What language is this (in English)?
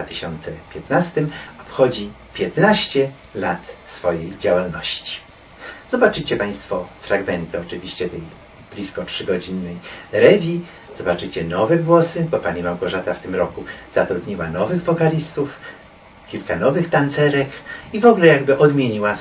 Polish